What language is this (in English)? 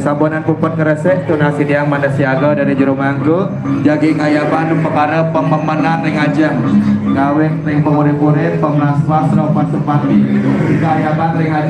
Balinese